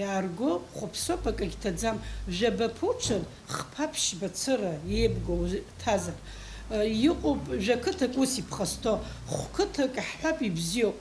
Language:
Abkhazian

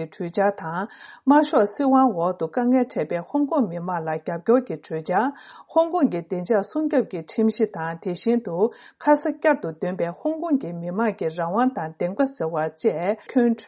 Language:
Tibetan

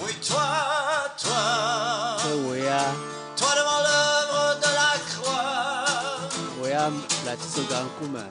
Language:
Ewe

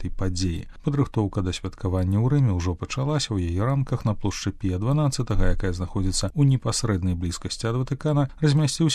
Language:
Belarusian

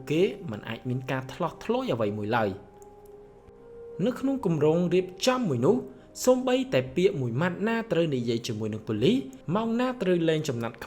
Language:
Khmer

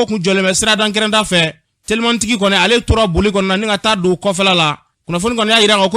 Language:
Bambara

